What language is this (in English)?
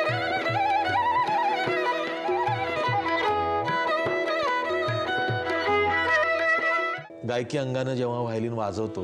Marathi